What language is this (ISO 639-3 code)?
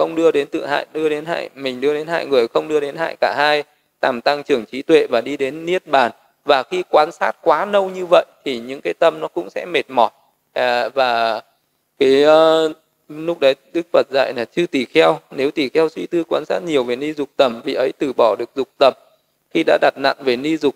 vie